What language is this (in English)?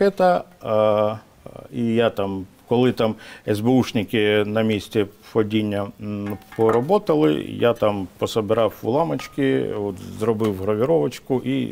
Ukrainian